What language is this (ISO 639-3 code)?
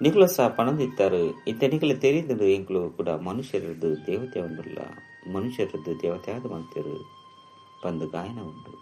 tcy